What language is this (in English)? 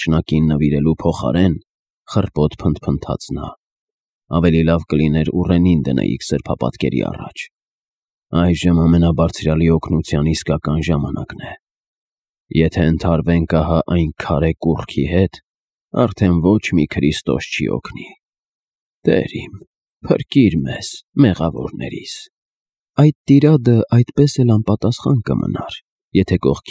Armenian